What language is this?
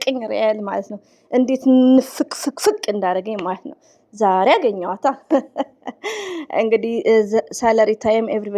Amharic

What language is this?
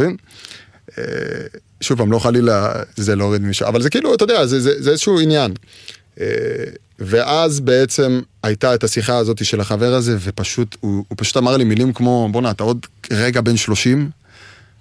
Hebrew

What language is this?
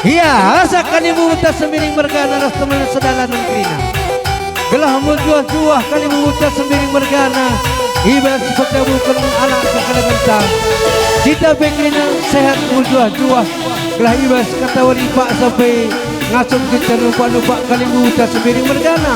Batak Karo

